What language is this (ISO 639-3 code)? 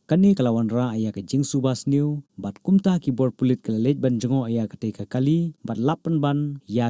kha